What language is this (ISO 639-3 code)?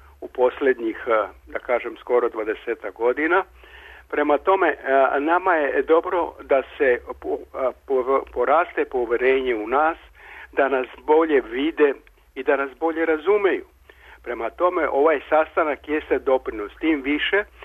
srp